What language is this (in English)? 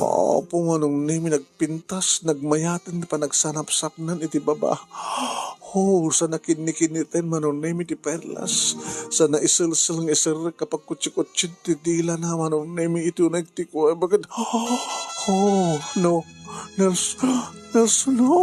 Iloko